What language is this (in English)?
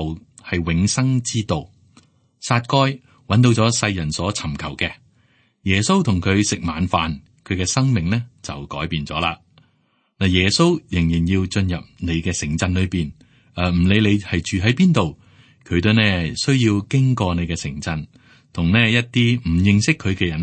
Cantonese